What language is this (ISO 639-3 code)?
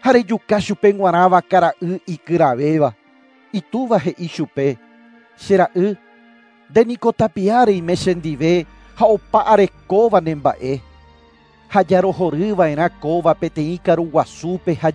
grn